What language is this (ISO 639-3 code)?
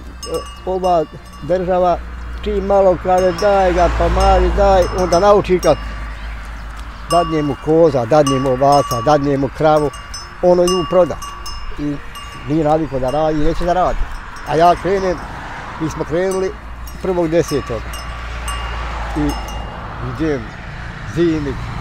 bos